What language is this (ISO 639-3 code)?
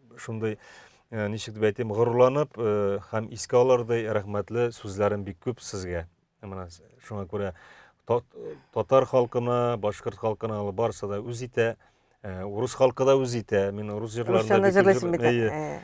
tat